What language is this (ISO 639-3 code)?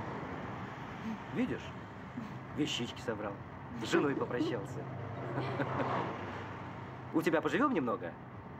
rus